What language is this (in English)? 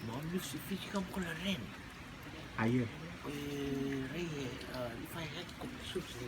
Rotuman